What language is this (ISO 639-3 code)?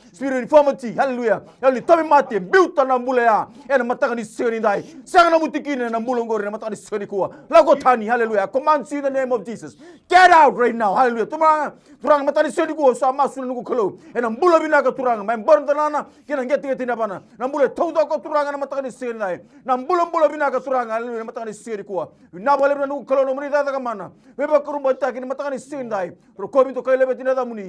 fij